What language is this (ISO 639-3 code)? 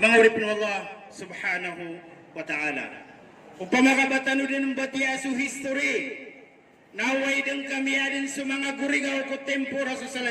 mrw